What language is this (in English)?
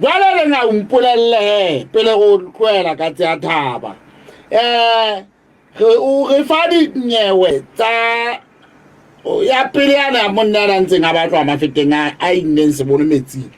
Southern Sotho